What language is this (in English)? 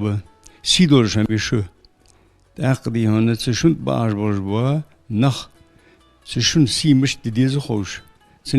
Ingush